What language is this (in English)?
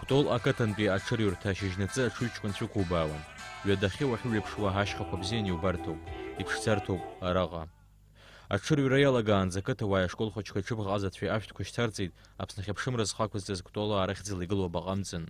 Abkhazian